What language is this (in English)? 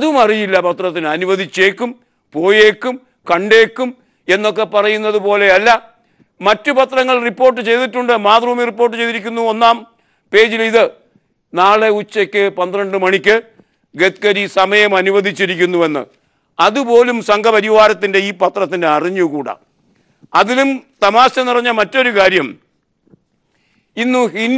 Malayalam